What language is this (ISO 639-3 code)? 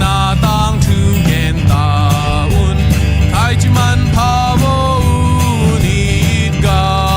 ctd